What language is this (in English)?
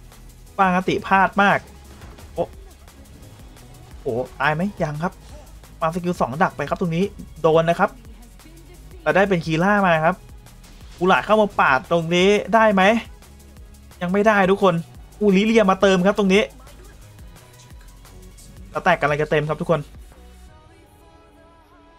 Thai